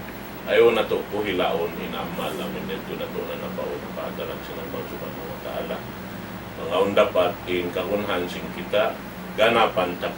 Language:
Tausug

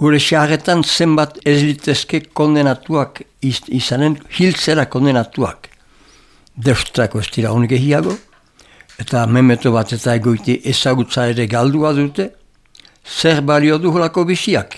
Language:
Basque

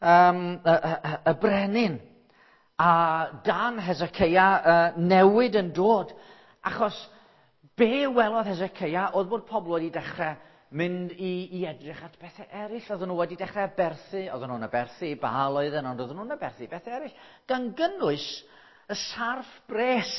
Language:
Welsh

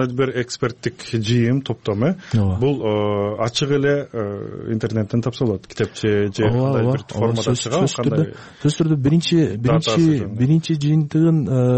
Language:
Kyrgyz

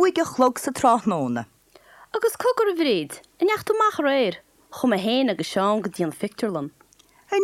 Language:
Irish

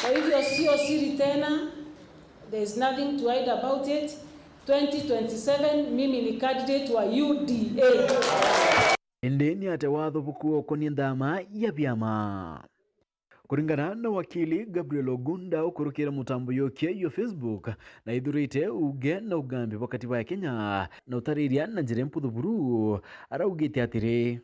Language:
Meru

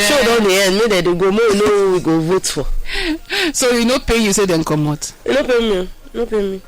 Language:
Nigerian Pidgin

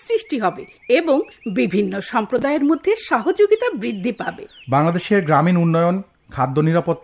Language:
Bangla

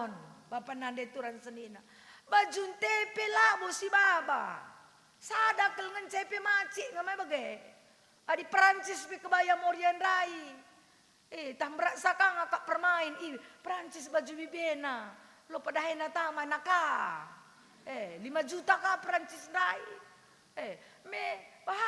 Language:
Batak Karo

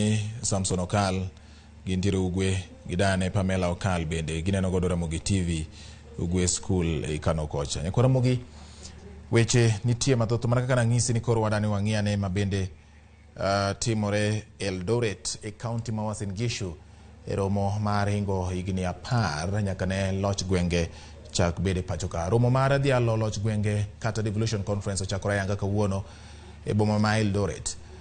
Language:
Luo (Kenya and Tanzania)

